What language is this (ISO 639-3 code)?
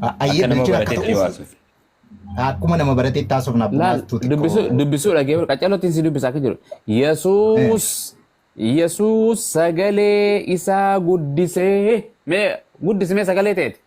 orm